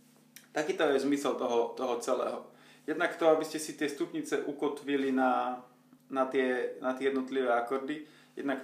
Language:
Slovak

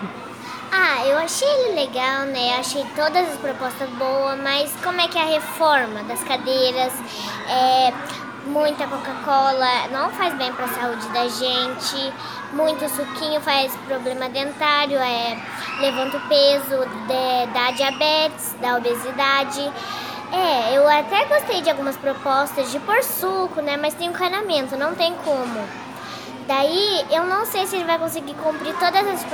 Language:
Portuguese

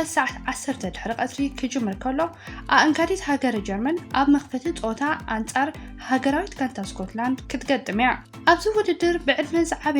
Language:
Tigrinya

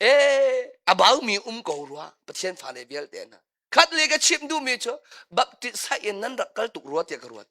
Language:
Hakha Chin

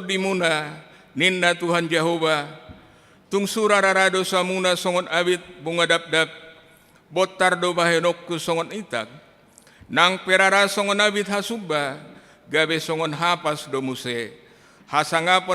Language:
Batak Toba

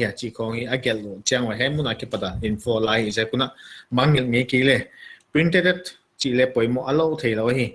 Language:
Paite Chin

